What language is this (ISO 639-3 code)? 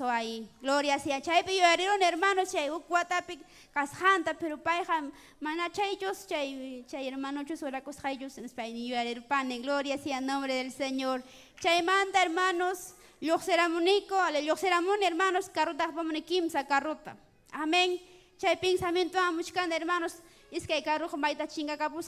quy